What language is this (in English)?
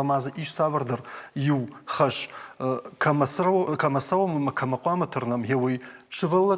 Ossetic